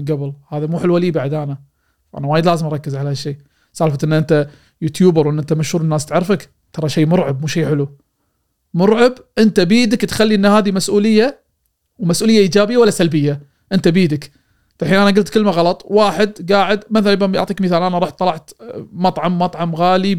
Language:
Gulf Arabic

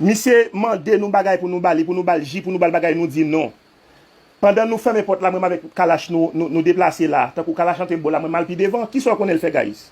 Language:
Haitian Creole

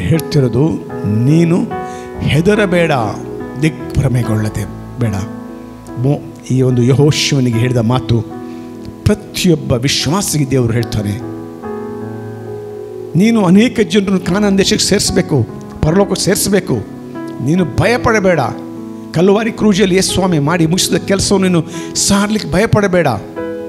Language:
Kannada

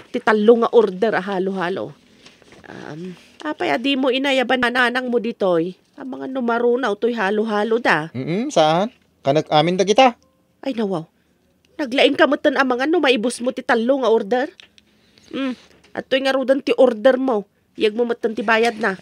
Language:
Iloko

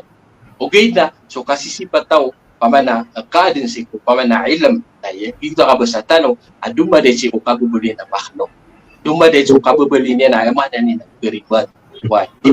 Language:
Maranao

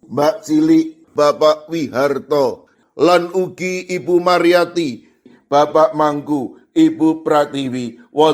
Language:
Javanese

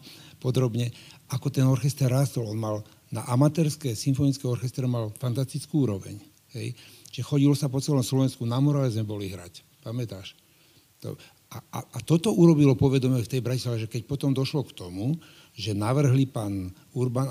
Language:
Slovak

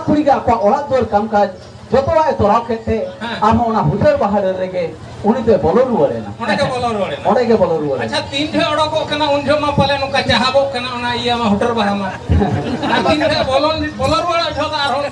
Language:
Santali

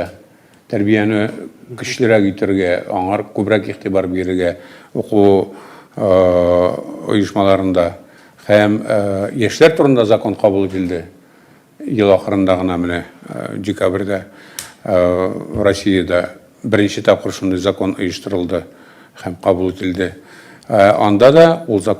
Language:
Tatar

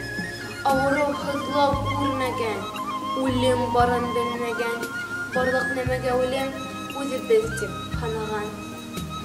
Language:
Bashkir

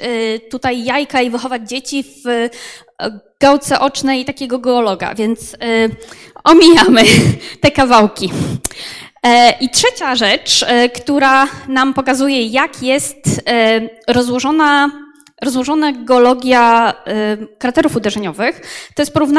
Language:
Polish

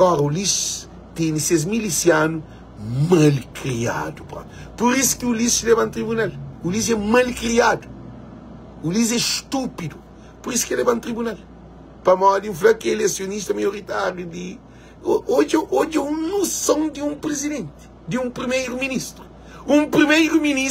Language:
Kabuverdianu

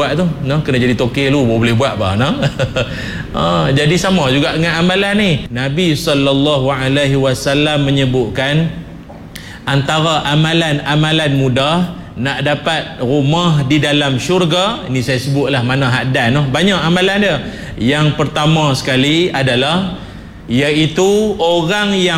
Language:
Malay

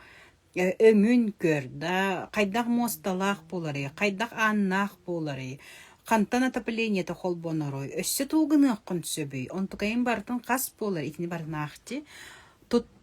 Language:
Yakut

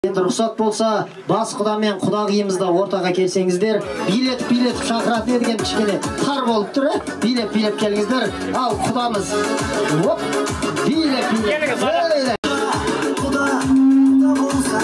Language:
Kazakh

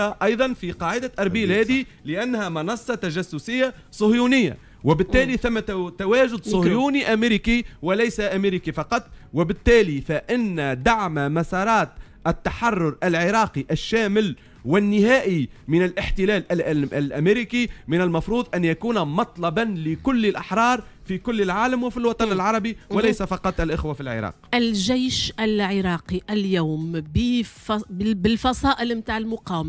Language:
Tunisian Arabic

